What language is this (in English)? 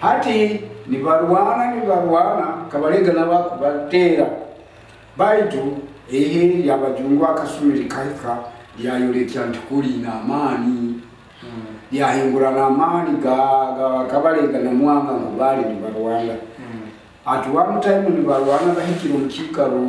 Nyoro